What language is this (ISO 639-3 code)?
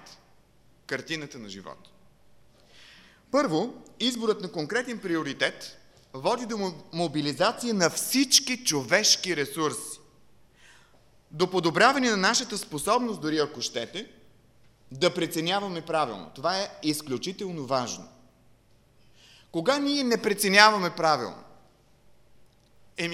bul